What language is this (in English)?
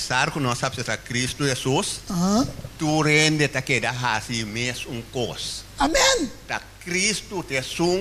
Papiamento